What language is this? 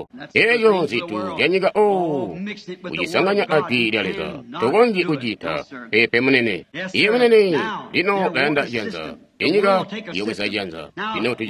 Tonga (Zambia)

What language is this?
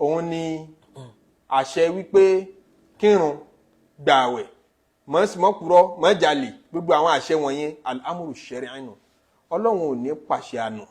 Yoruba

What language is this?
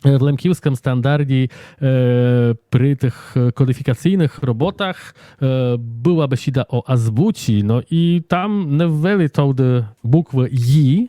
Rusyn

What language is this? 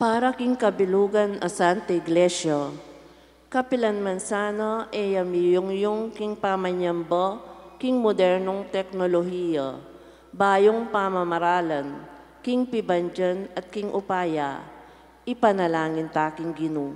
Pampanga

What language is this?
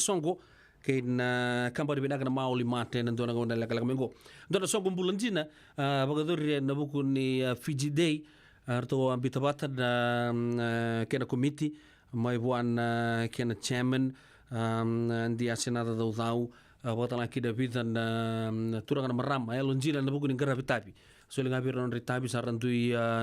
Fijian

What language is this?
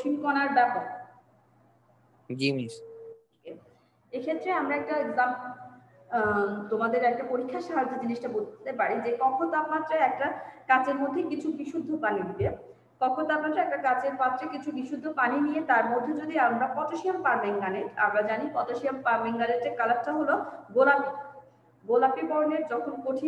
Bangla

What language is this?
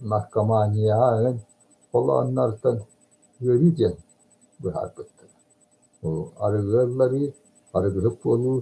Yakut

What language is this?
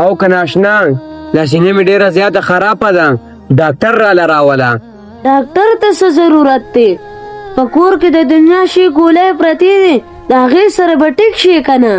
Pashto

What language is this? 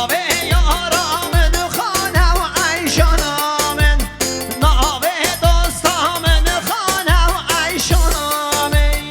Kurdish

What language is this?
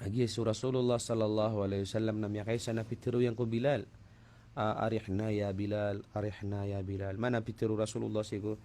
Maranao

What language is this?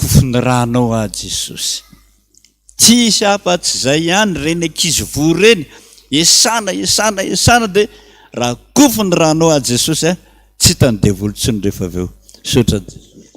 Malagasy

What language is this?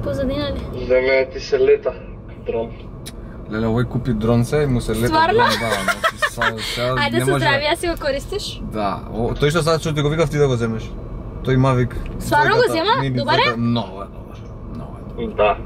Macedonian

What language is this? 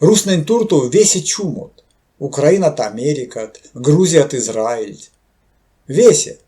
Erzya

